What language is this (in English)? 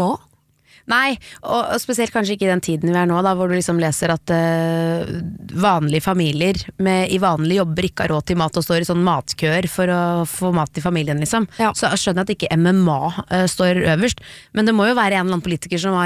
Norwegian